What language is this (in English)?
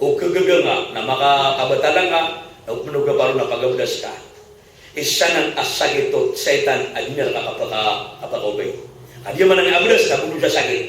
Maranao